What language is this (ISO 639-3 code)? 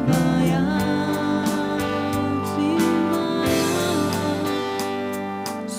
est